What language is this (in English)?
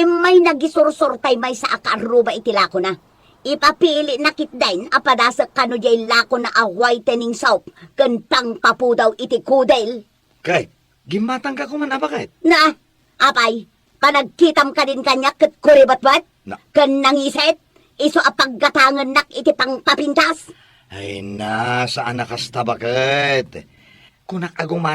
Iloko